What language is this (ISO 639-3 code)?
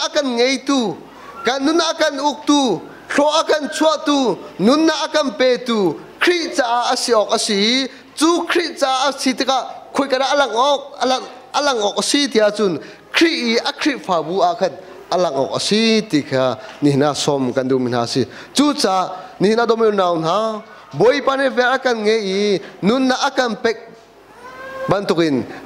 cnh